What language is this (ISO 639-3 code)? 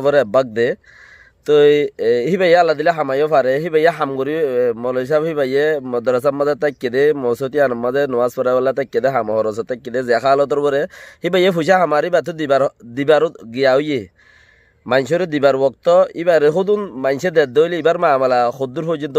rhg